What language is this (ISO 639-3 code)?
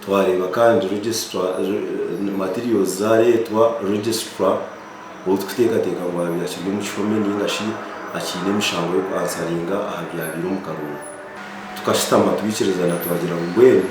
nyn